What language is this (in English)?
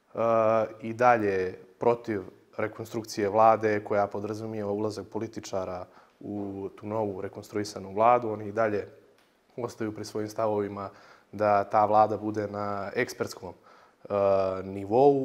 Bosnian